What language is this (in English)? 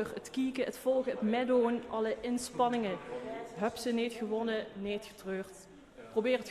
Limburgish